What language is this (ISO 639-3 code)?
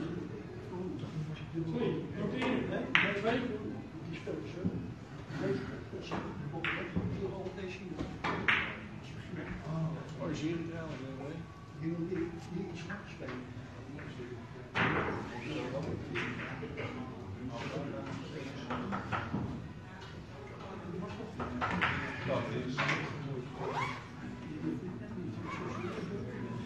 nld